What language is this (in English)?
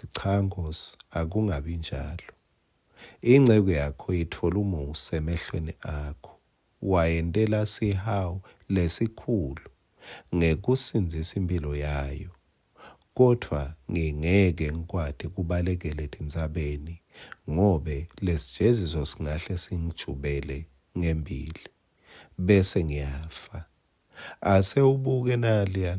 Swati